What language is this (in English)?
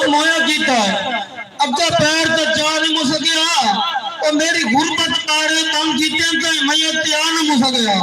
Saraiki